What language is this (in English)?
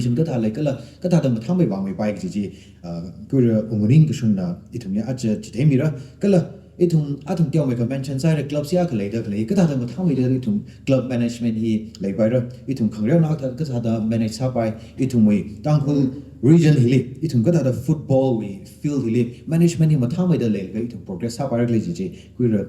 Tangkhul Naga (India)